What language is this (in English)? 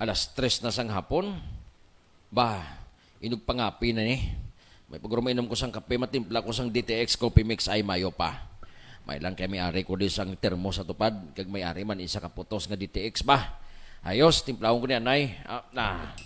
Hiligaynon